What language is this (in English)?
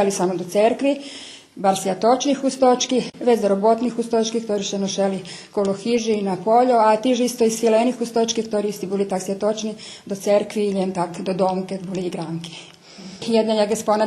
Rusyn